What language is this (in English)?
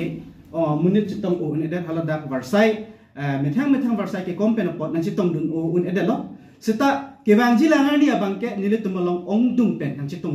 Karbi